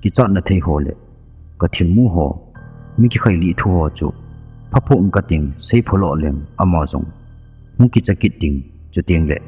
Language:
Thado Chin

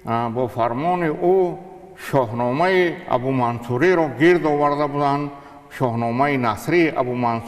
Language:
Tajik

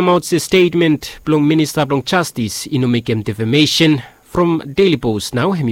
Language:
Bislama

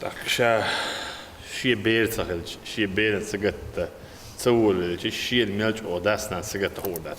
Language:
Chechen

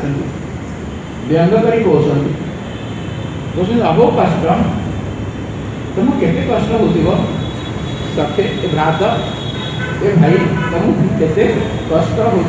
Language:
Odia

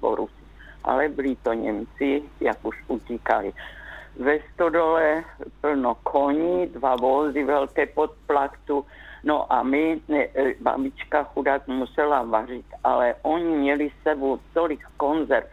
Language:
Czech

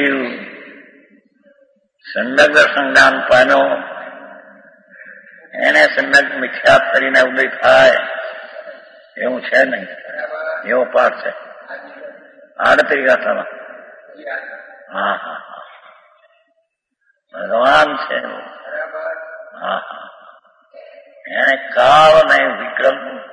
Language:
Gujarati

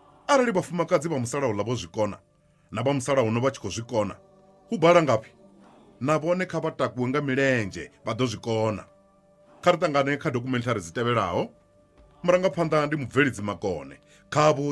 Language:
Venda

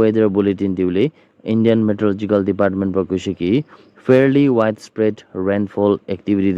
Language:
Naga Pidgin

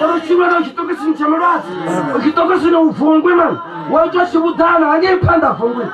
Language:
Venda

